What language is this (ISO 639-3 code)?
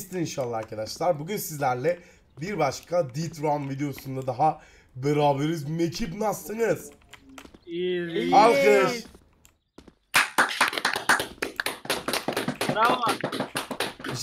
tur